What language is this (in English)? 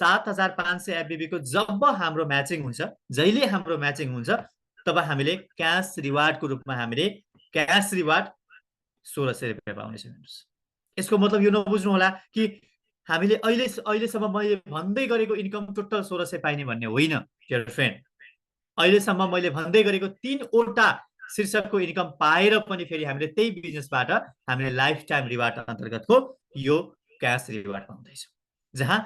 Nepali